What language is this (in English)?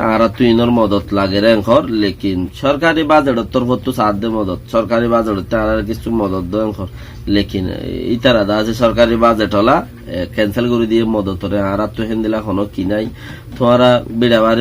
Rohingya